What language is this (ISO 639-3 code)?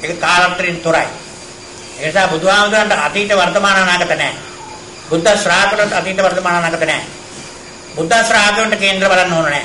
sin